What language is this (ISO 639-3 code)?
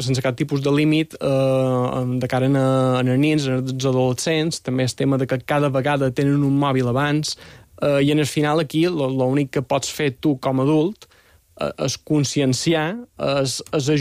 cat